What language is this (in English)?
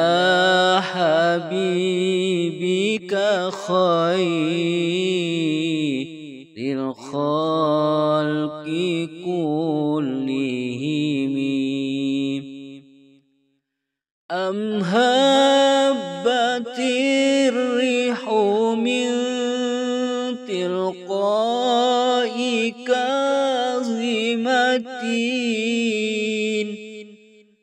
Arabic